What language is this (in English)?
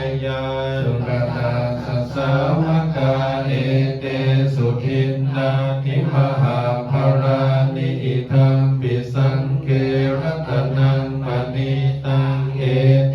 Pali